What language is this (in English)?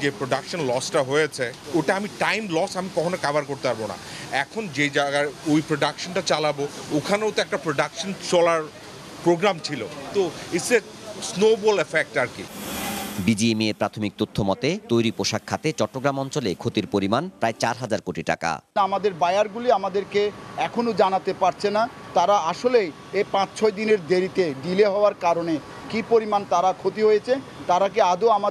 Bangla